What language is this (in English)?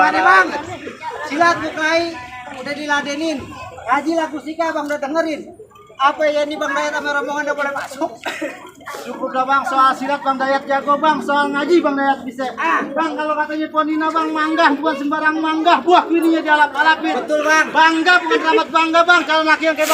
Betawi